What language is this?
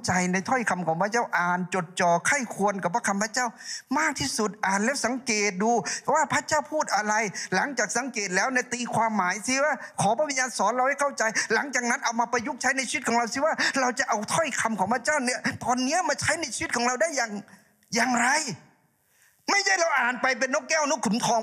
Thai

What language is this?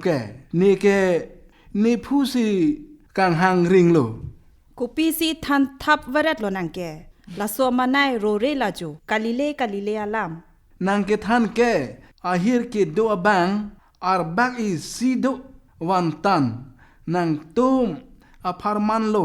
Karbi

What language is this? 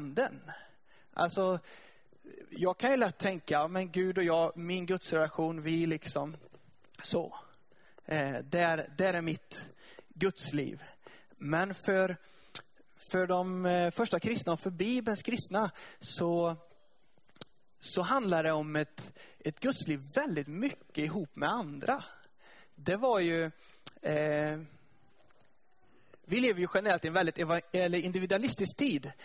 Swedish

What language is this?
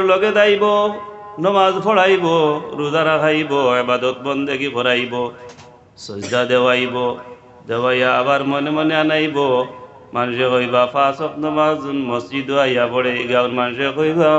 Sylheti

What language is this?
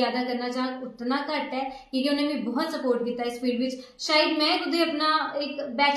Dogri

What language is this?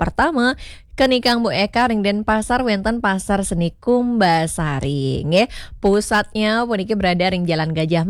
Balinese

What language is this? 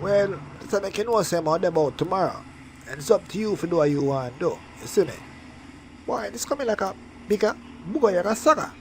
Jamaican Creole English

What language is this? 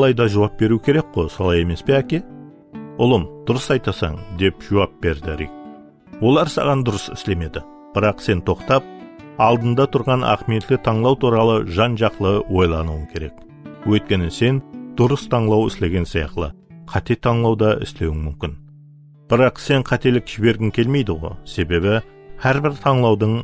Kara-Kalpak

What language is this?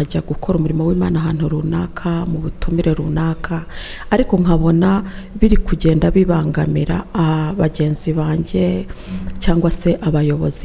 Kinyarwanda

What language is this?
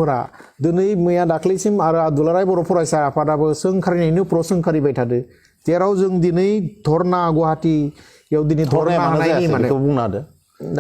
Bodo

